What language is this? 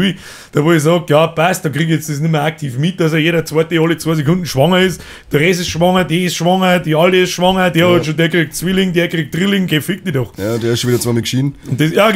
Bavarian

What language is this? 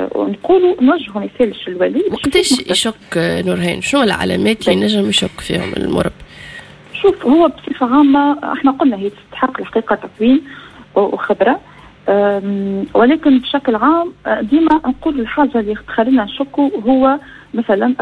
Tunisian Arabic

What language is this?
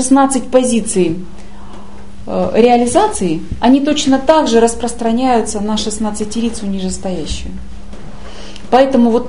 Russian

